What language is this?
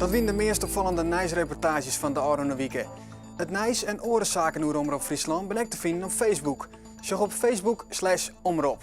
Western Frisian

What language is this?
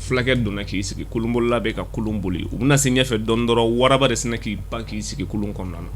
Bambara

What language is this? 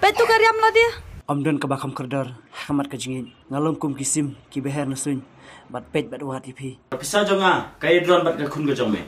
Khasi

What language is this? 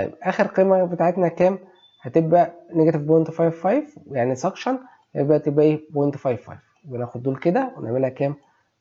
Egyptian Arabic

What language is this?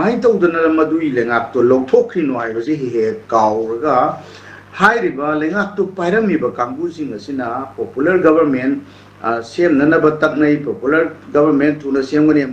Manipuri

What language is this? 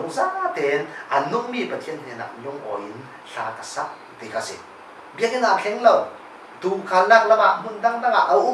Falam Chin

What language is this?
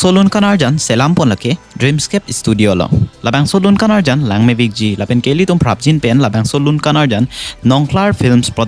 Karbi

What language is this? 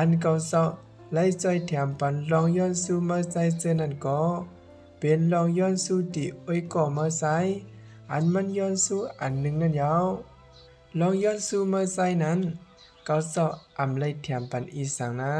Shan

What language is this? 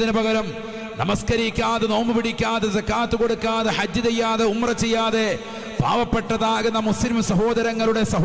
Malayalam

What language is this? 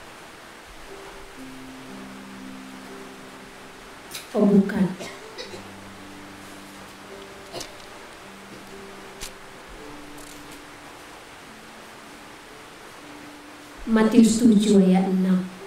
Indonesian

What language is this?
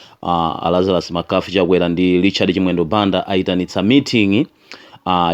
Nyanja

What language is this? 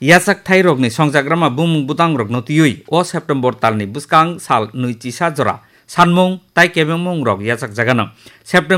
Kok Borok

